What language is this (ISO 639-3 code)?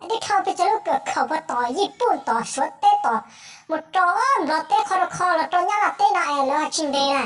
hmn